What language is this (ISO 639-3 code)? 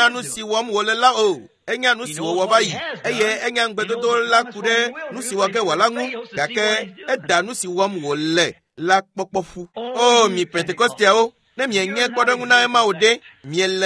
ewe